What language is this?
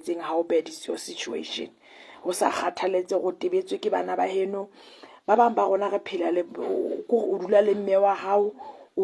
Southern Sotho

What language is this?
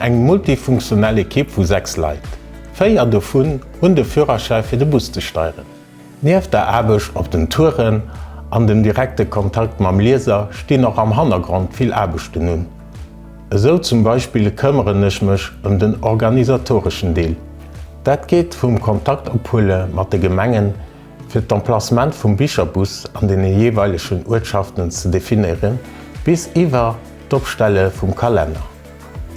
Luxembourgish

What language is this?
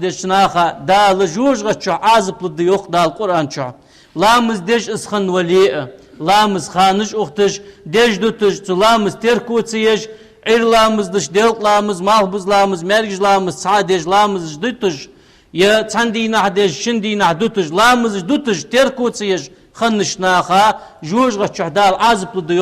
Ingush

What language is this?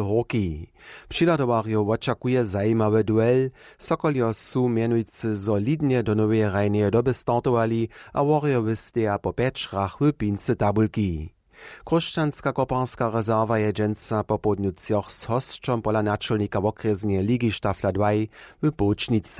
Upper Sorbian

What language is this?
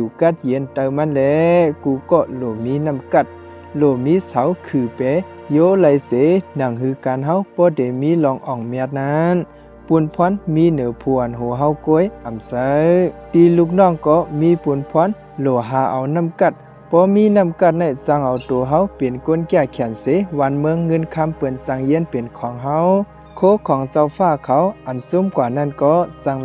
Shan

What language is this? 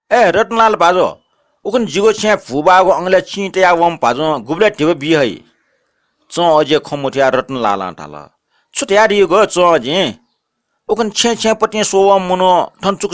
Newari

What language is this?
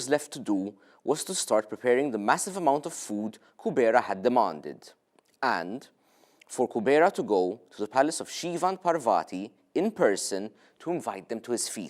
English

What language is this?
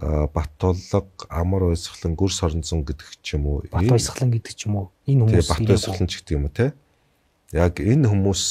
Mongolian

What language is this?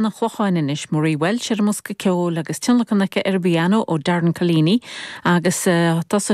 Irish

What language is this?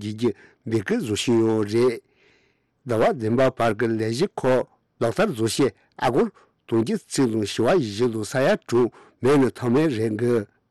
Tibetan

